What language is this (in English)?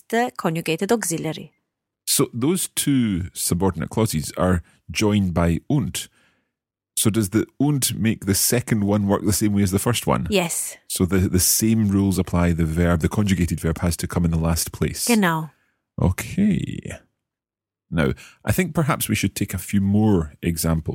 English